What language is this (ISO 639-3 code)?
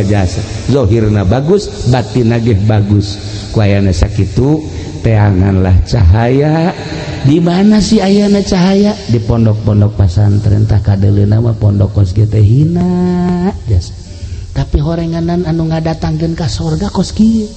sun